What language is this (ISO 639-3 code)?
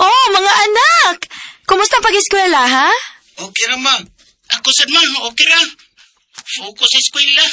ceb